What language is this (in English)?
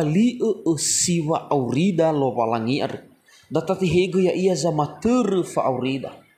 Nias